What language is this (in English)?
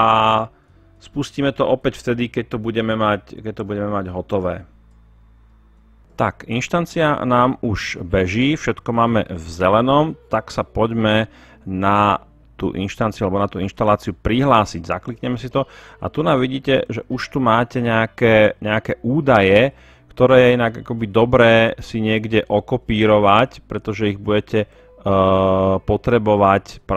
Slovak